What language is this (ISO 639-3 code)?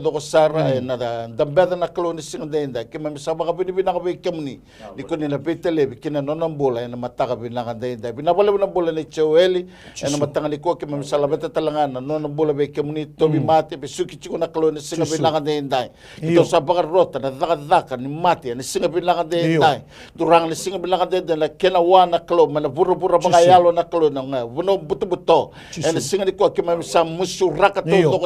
fij